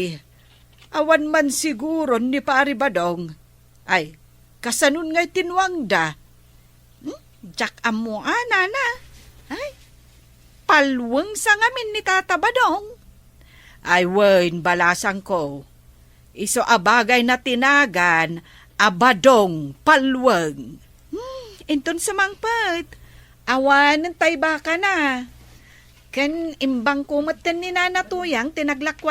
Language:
Iloko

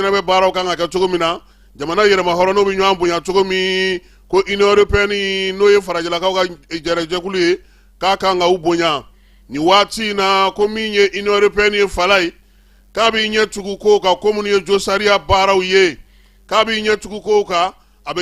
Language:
Bambara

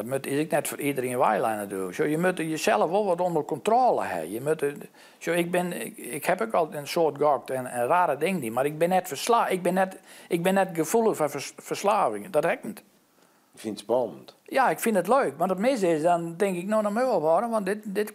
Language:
Western Frisian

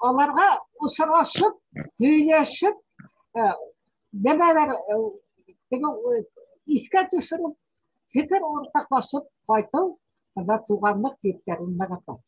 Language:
Bashkir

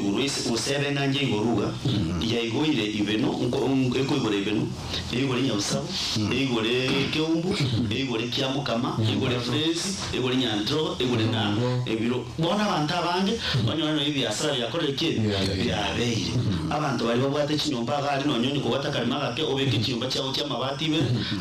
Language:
Gusii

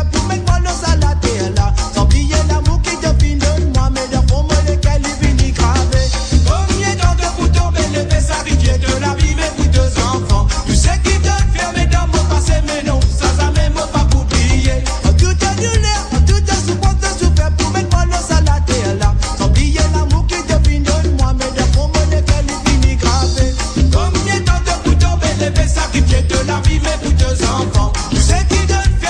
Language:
Morisyen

